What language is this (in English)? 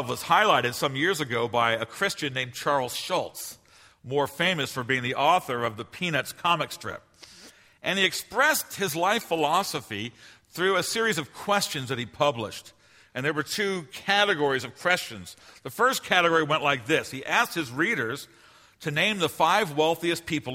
English